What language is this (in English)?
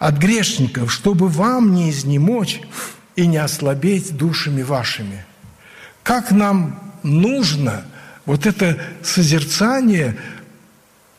Russian